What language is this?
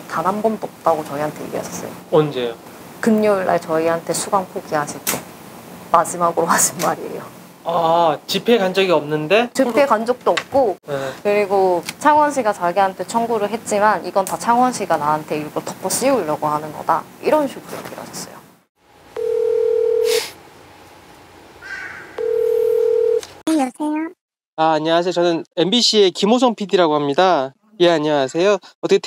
Korean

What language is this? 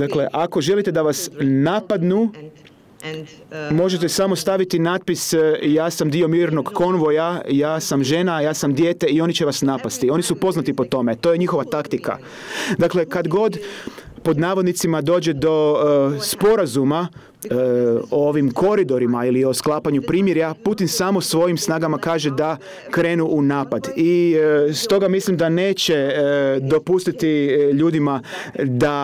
Croatian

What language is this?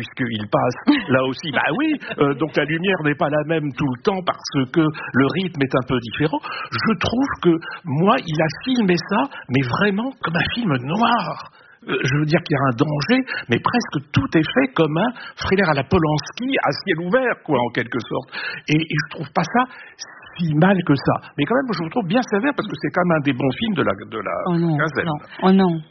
French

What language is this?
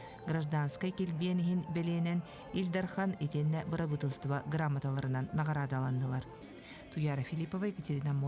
Yakut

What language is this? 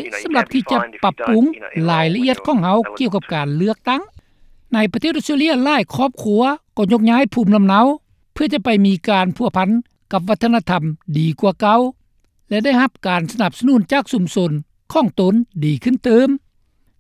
Lao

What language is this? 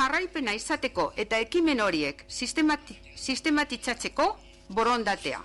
Basque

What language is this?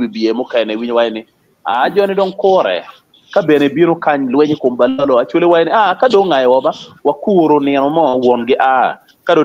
Acoli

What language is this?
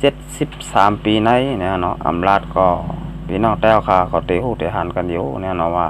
Shan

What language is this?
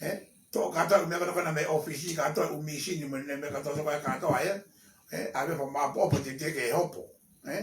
Tongan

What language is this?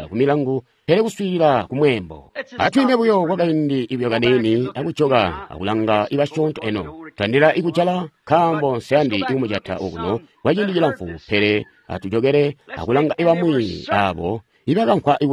Tonga (Zambia)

